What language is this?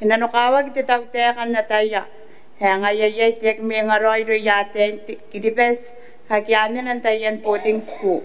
Gilbertese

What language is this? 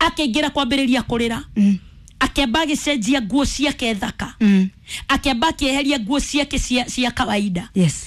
Kikuyu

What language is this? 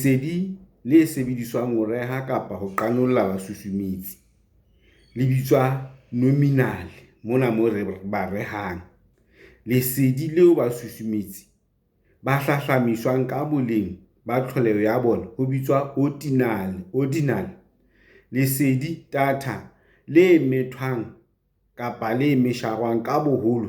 Southern Sotho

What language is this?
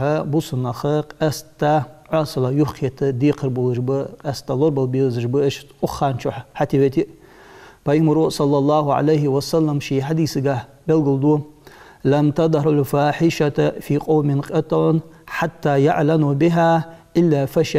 Ingush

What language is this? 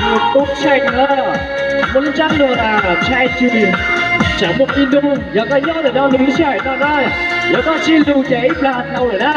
Hmong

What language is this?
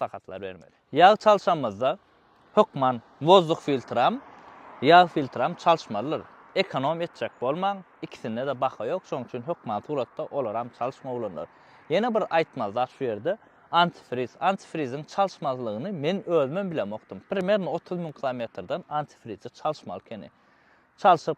Turkmen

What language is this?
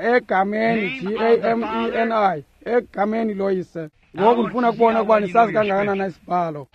Xhosa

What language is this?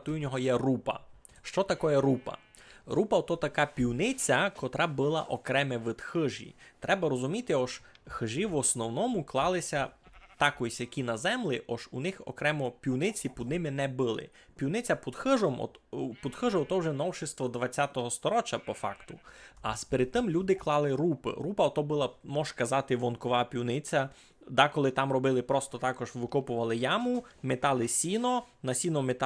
Rusyn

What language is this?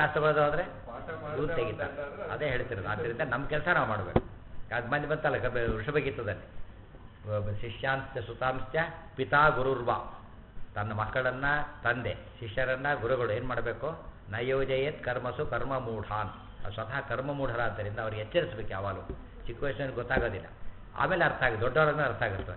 Kannada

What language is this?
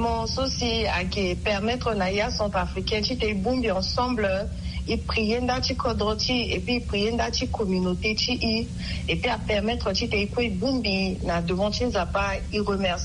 Sango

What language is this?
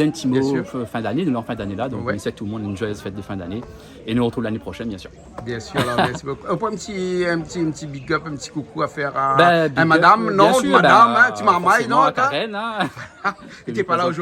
Réunion Creole French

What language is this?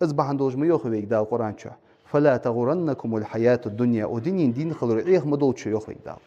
Ingush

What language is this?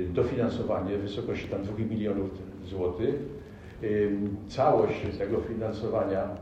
Polish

